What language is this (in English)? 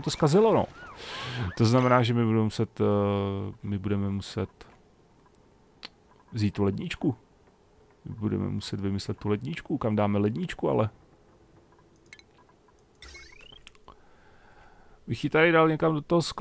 Czech